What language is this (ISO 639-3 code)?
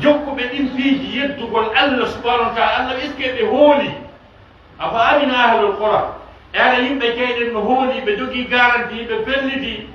ful